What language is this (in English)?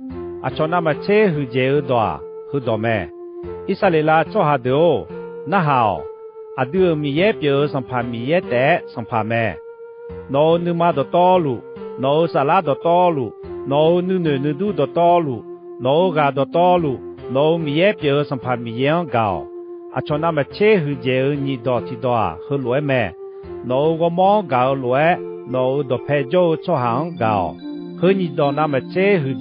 Akha